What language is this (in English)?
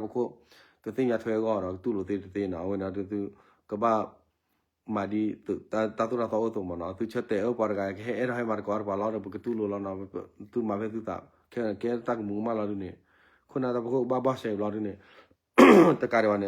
S'gaw Karen